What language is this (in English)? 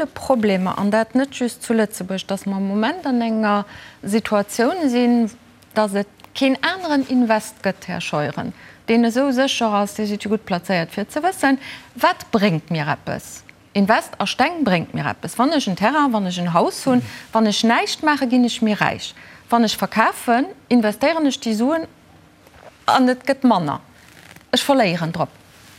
Luxembourgish